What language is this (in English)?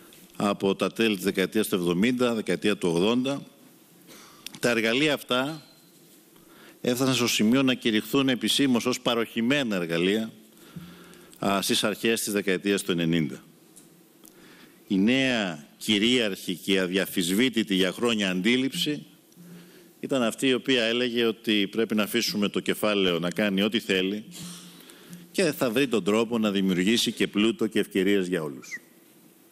Greek